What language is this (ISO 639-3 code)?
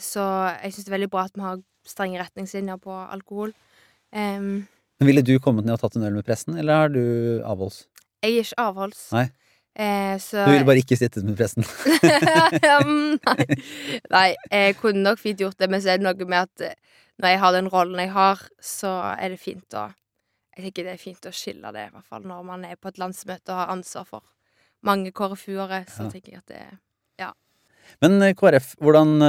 nor